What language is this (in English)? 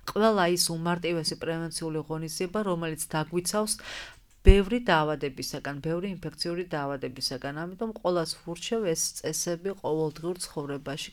Georgian